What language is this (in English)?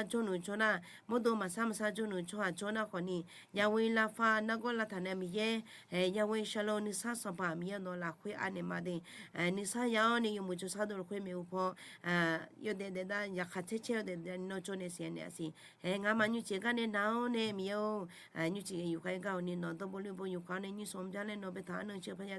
Akha